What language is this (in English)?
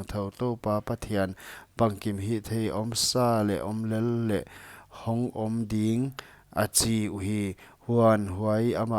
Paite Chin